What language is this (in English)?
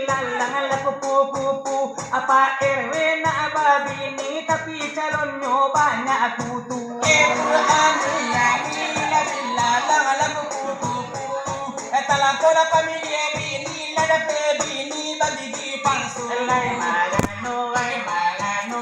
Minangkabau